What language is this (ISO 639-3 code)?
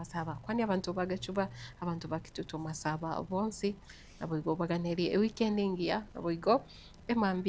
guz